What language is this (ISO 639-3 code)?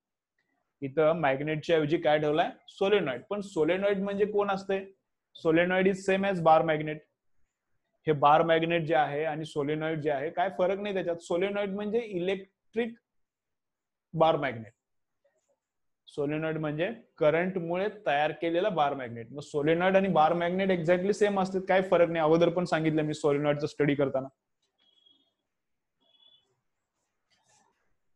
mar